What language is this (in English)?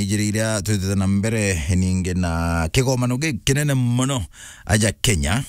Meru